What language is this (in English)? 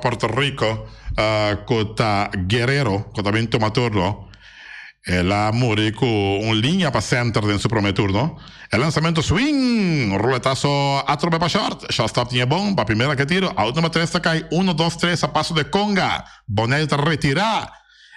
Papiamento